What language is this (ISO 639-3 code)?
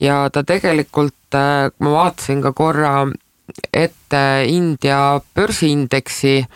est